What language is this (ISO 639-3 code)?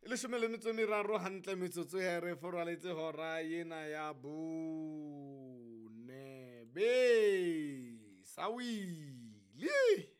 sot